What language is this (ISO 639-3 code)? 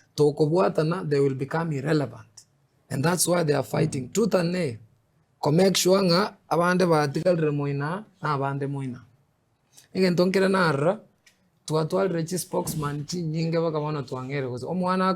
guz